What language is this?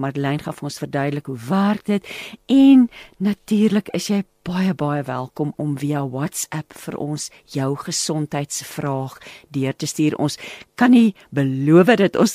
Afrikaans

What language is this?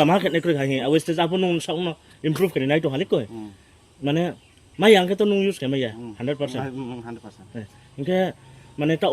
Riang (India)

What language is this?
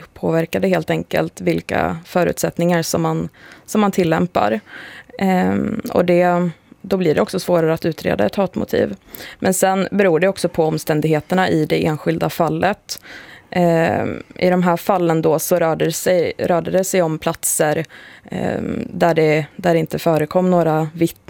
Swedish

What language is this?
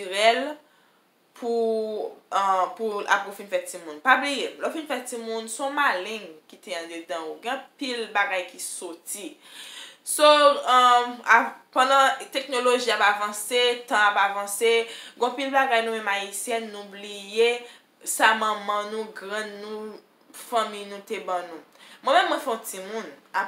Haitian Creole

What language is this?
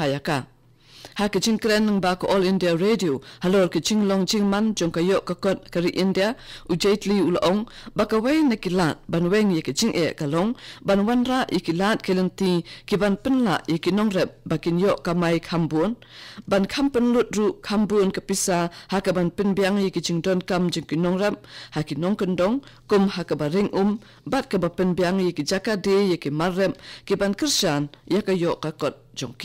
Khasi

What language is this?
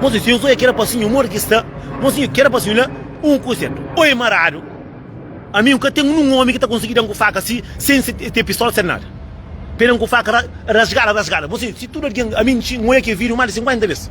Kabuverdianu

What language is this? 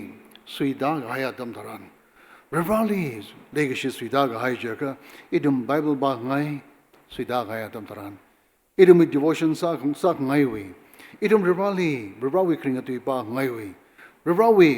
Tangkhul Naga (India)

